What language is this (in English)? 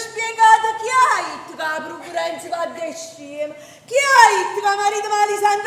Neapolitan